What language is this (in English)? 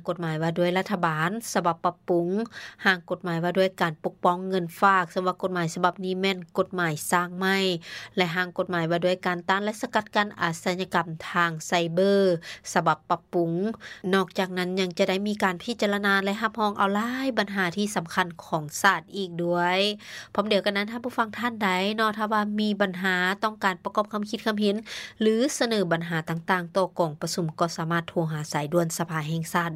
Lao